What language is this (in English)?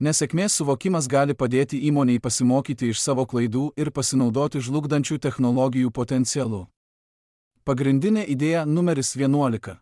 Lithuanian